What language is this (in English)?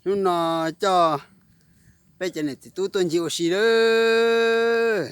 Hmong